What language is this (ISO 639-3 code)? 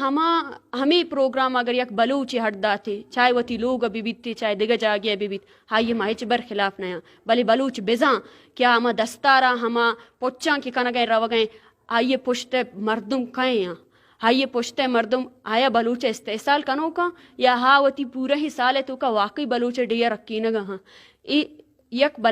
bal